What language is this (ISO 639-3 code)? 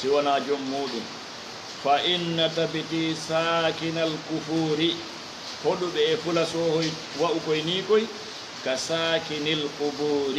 ful